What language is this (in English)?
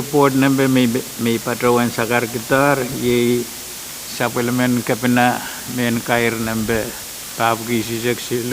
Pohnpeian